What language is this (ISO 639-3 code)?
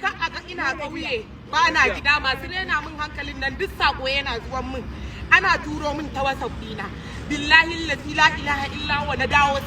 hau